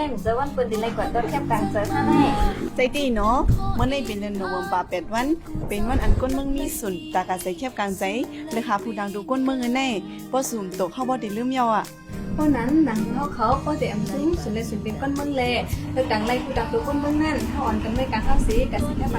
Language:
Shan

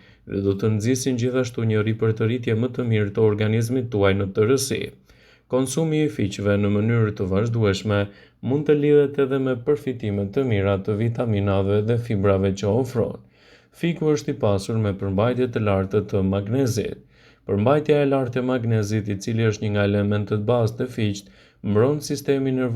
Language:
Albanian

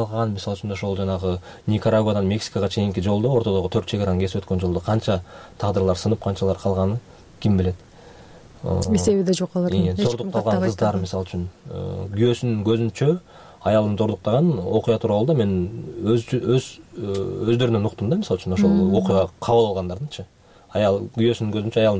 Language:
Kyrgyz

